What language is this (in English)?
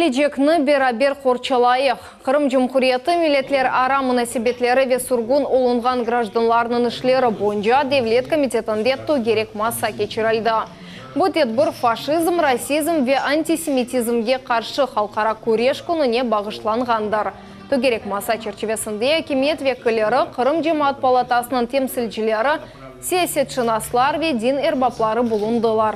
Crimean Tatar